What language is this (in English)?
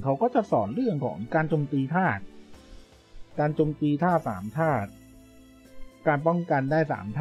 Thai